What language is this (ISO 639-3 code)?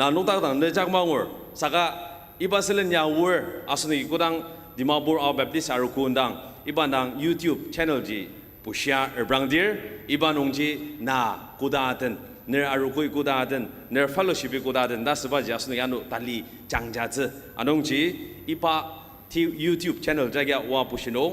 njo